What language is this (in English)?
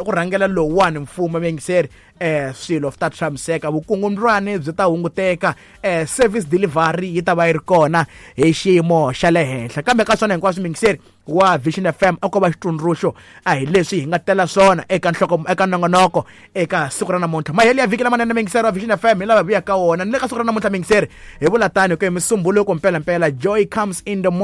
Tsonga